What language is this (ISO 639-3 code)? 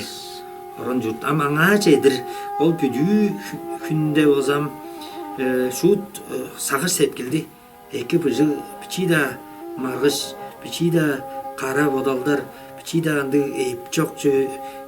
tyv